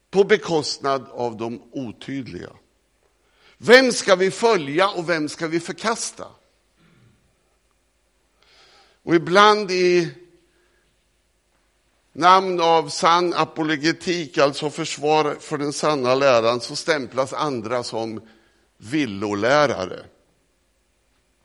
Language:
Swedish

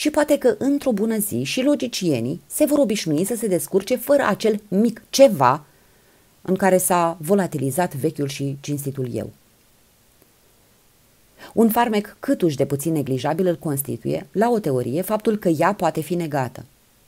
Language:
Romanian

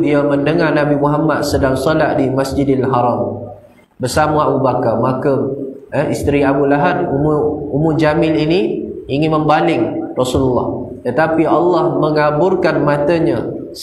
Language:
Malay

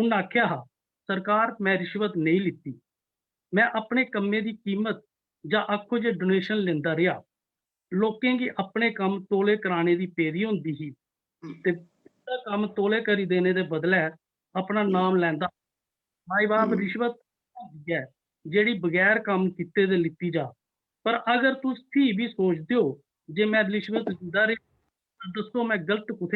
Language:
Dogri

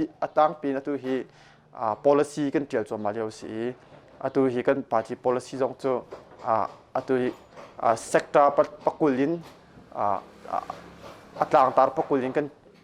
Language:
Hakha Chin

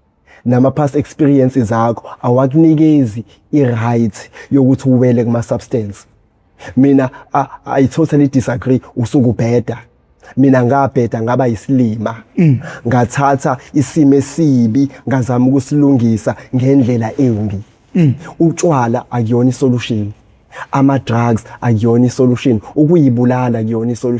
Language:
Zulu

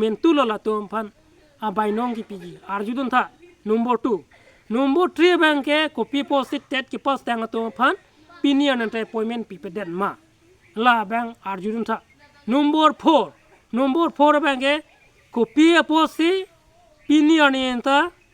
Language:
Karbi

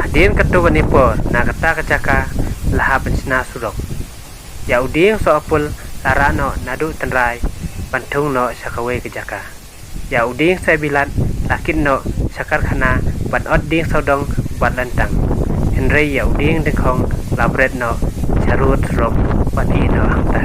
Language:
Khasi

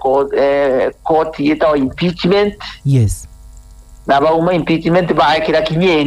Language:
Meru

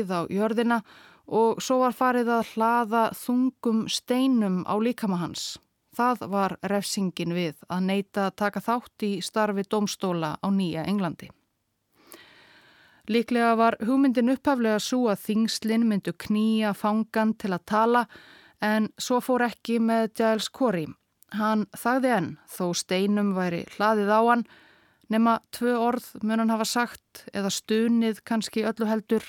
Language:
Icelandic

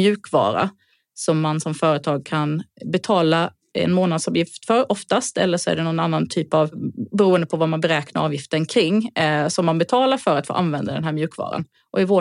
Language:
Swedish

